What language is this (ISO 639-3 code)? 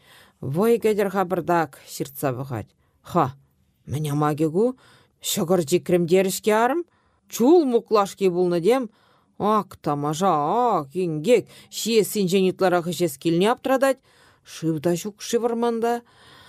chv